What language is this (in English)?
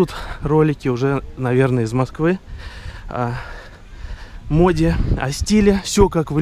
Russian